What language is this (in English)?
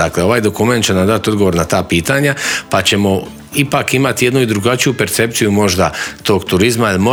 Croatian